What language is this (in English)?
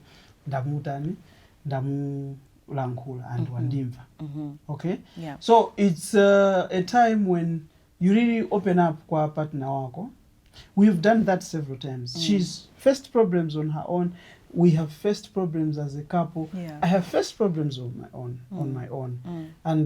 Nyanja